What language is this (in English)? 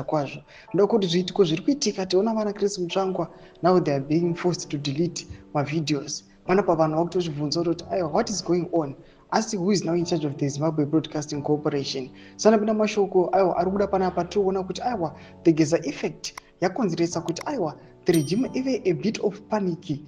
Shona